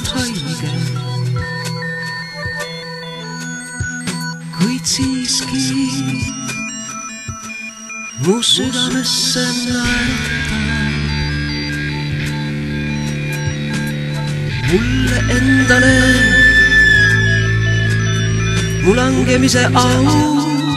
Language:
Estonian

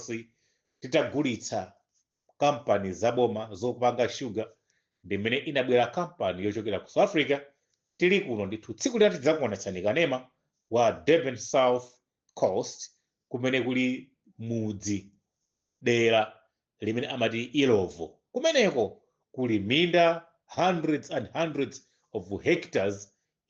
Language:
Nyanja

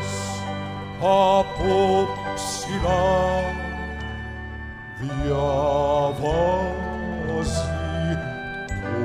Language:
Greek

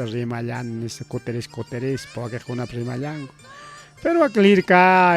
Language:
Ayacucho Quechua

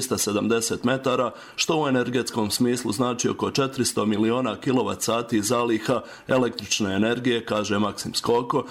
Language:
Bosnian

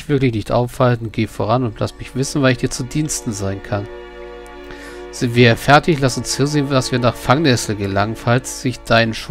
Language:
German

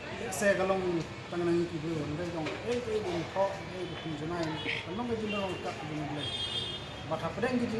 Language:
Khasi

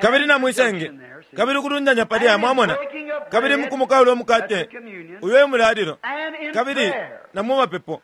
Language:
Bemba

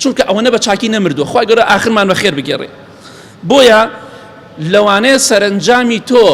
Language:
Central Kurdish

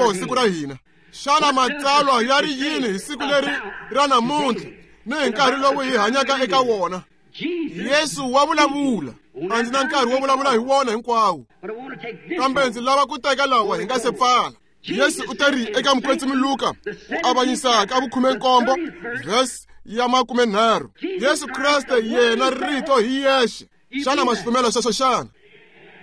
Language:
Tsonga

